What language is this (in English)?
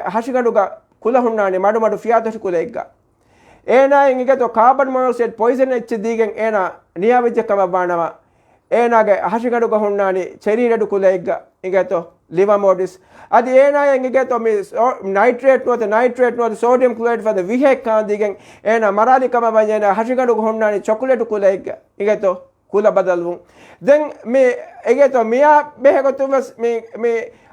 Divehi